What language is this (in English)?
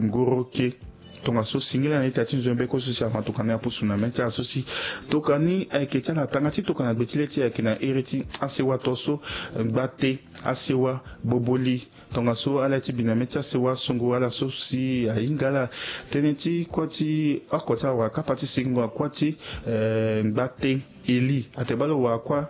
Sango